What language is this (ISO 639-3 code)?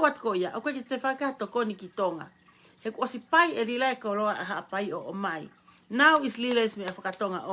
ton